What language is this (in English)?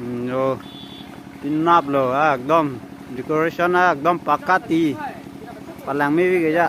Karbi